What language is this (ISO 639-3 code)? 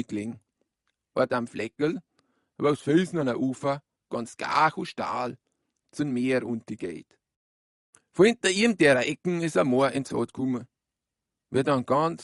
bar